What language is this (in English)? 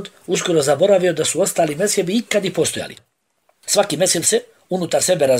Bosnian